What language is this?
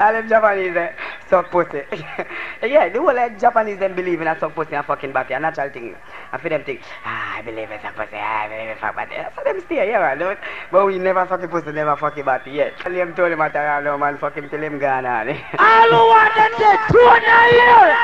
Jamaican Creole English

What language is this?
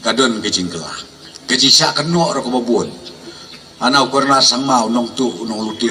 Khasi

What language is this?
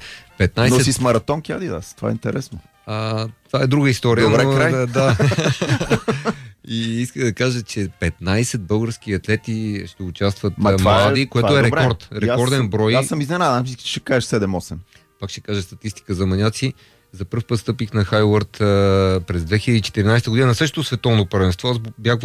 Bulgarian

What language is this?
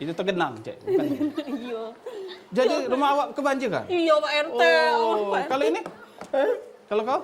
Musi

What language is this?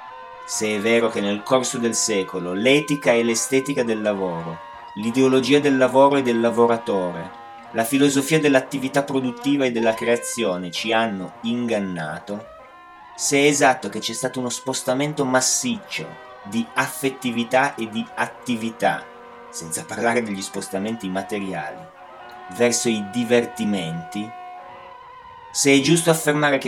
Italian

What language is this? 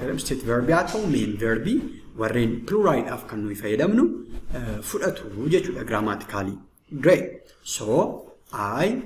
Oromo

